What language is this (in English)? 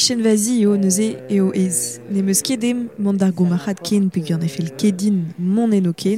Breton